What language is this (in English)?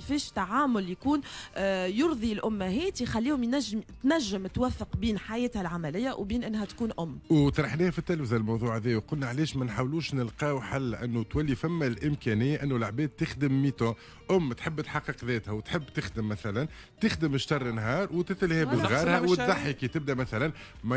Tunisian Arabic